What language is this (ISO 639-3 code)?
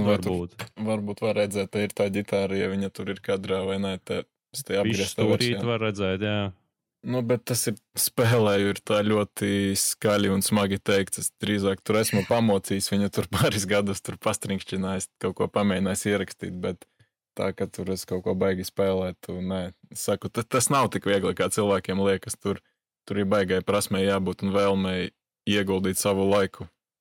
lav